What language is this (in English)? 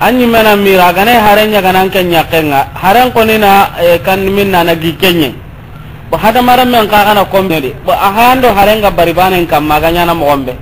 Soninke